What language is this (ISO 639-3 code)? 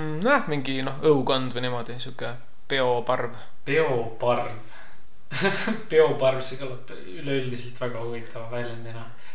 est